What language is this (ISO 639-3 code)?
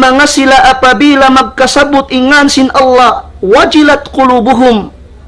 tsg